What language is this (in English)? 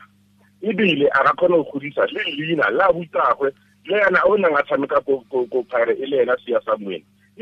Tswana